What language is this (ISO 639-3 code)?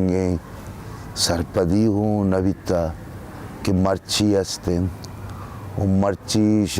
bal